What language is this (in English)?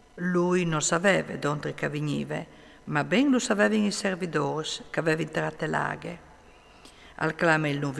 Friulian